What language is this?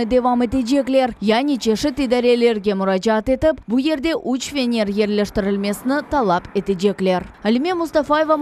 Crimean Tatar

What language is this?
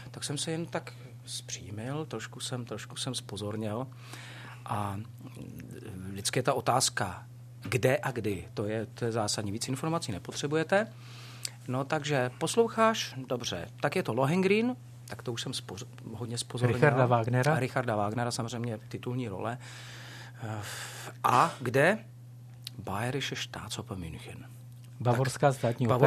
Czech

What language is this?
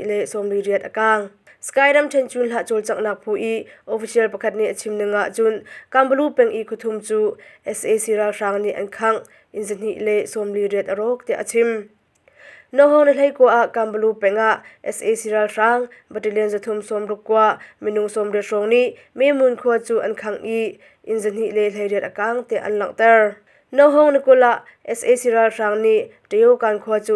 Hakha Chin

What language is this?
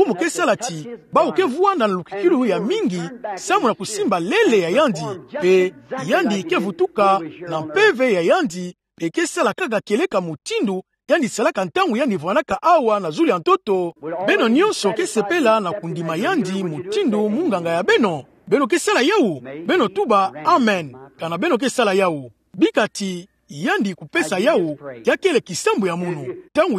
Kituba (Democratic Republic of Congo)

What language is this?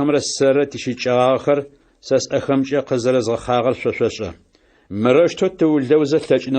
Adyghe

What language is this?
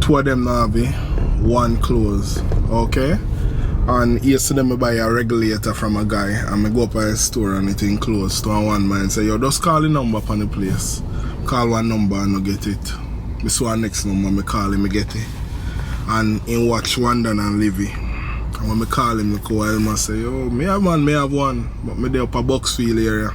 Jamaican Creole English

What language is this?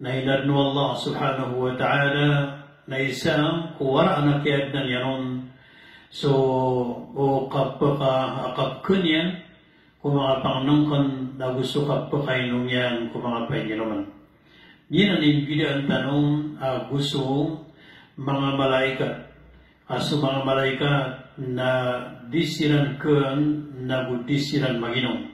Maranao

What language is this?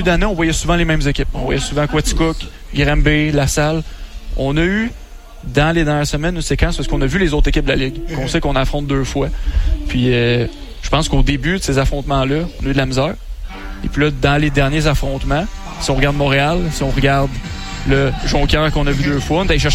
French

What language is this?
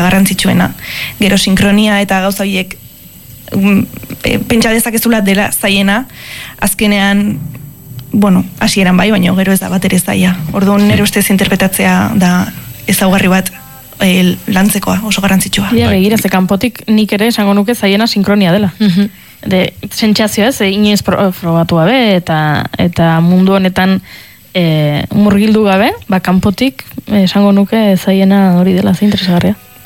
Basque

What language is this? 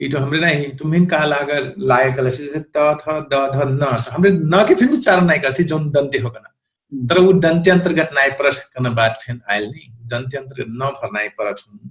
Dangaura Tharu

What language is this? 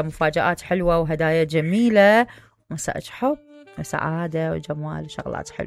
Mesopotamian Arabic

